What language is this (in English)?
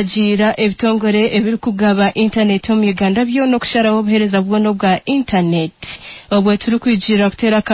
Nyankole